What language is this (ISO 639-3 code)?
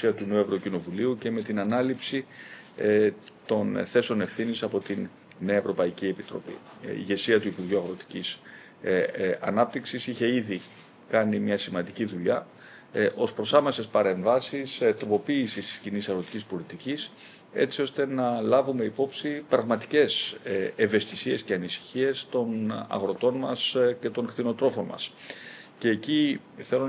ell